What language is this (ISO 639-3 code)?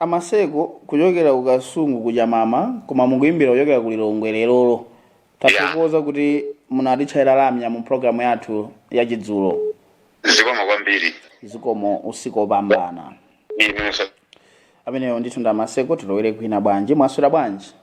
nya